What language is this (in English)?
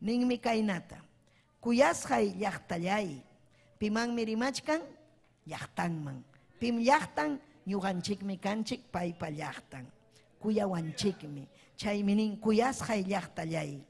Ayacucho Quechua